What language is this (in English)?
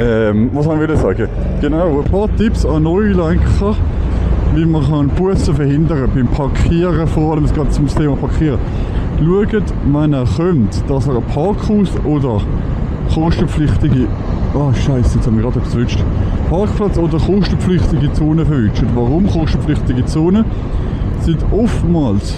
Swiss German